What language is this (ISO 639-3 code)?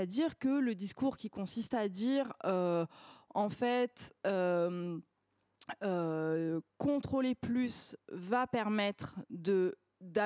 fra